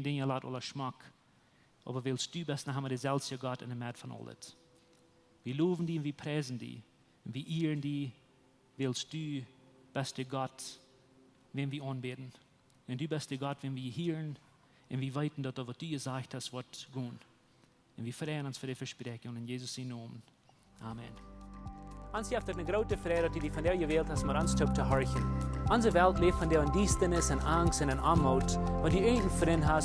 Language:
Plautdietsch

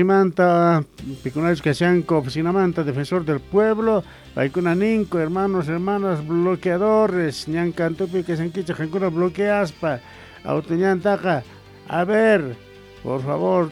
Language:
South Bolivian Quechua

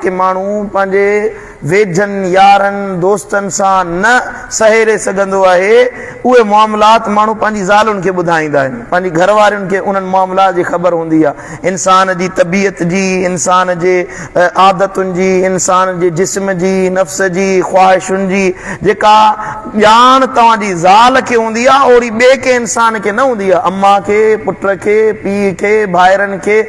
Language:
Sindhi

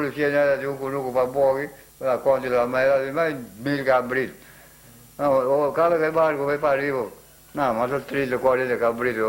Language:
Papiamento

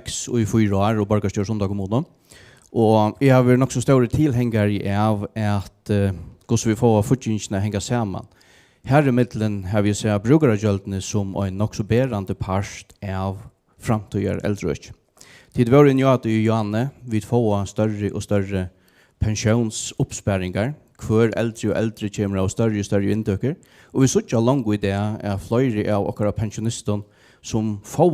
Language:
Faroese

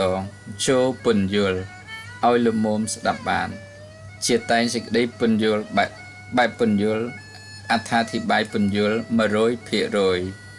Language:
Khmer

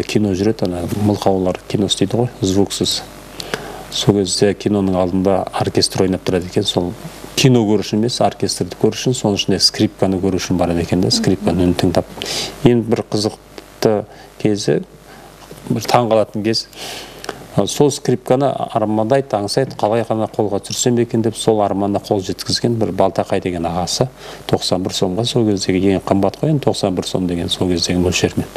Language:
Kazakh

